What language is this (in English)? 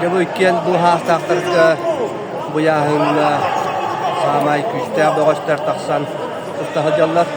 Yakut